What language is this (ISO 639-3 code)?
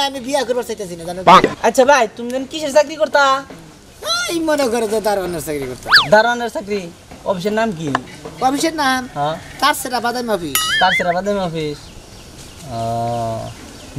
ben